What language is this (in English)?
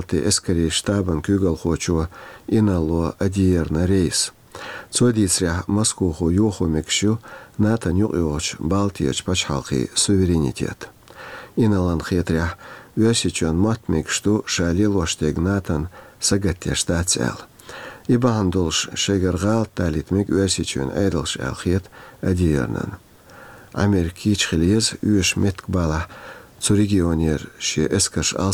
Chechen